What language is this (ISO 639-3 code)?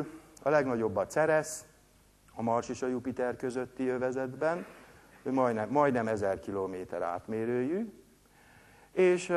hun